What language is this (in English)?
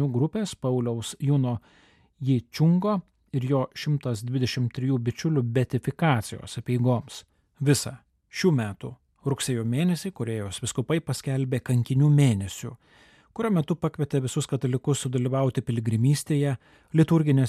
Lithuanian